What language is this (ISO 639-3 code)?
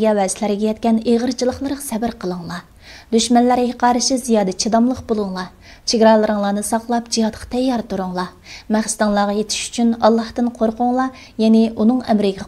uig